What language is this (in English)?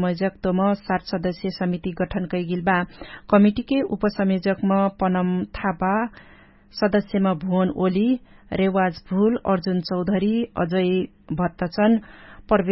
Dangaura Tharu